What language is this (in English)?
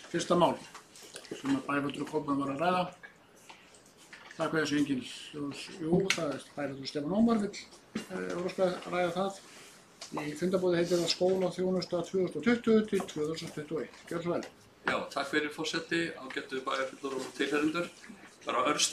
Icelandic